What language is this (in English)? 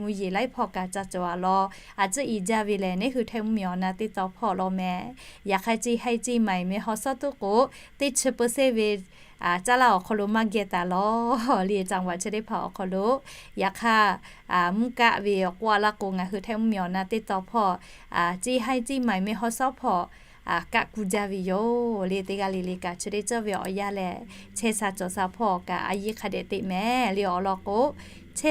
Lahu